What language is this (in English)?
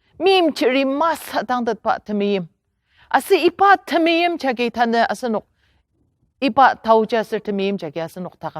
Ao Naga